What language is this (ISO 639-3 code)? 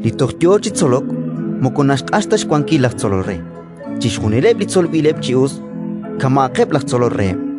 kek